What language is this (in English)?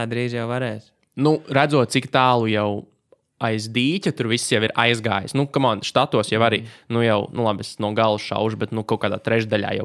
Latvian